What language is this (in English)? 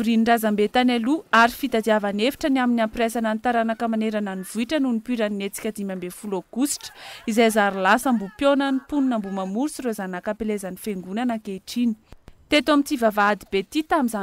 Malagasy